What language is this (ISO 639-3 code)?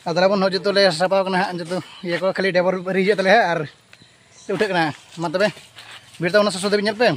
sat